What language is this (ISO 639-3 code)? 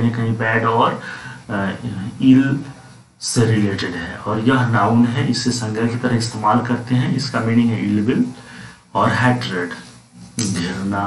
hin